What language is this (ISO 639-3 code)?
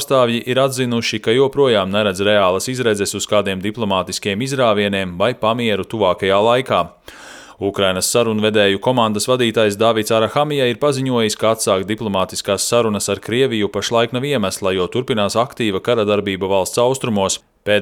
lav